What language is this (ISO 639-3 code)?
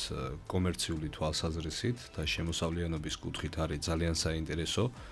kat